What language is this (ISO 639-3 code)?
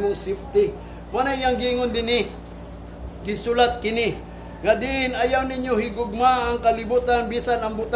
ceb